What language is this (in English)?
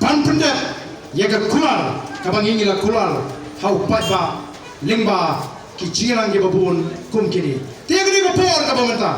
Khasi